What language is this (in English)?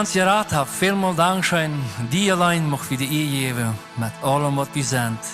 Plautdietsch